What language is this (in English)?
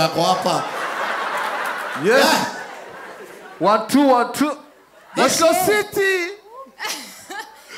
Swahili